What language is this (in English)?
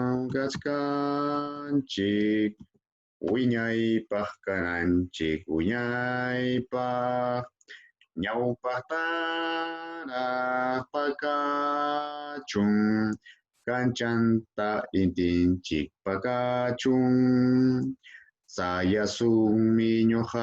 Ayacucho Quechua